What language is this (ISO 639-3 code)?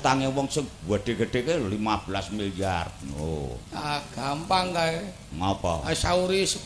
jav